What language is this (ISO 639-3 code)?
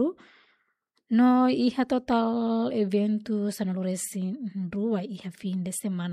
tet